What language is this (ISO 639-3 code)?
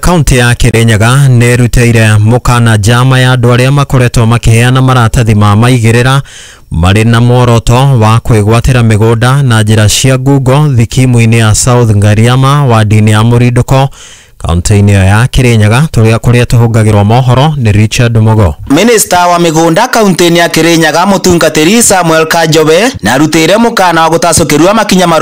kik